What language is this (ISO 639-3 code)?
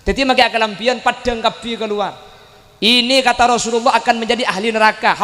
mad